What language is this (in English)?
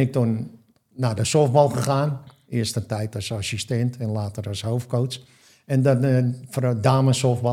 Dutch